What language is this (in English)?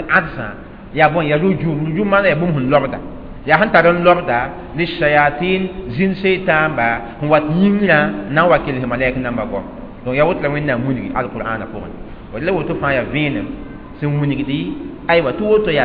Mossi